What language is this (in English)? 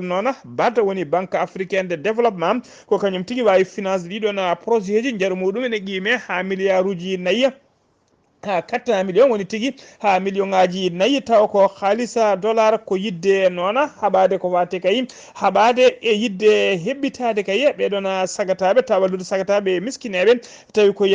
Fula